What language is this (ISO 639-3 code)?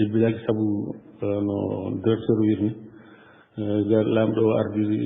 ful